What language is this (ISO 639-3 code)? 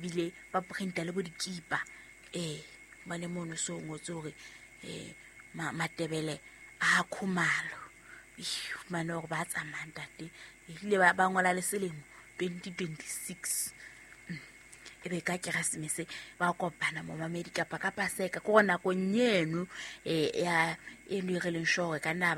sot